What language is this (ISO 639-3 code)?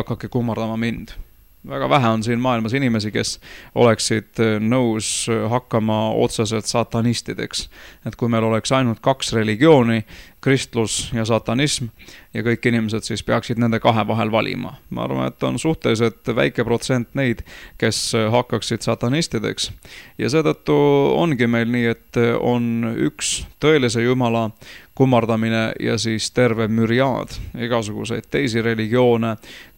est